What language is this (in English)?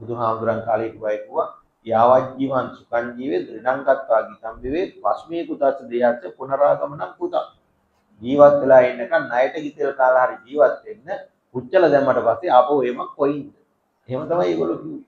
Sinhala